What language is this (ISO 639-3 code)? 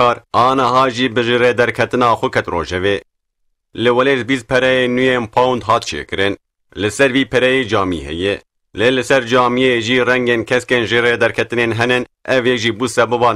kur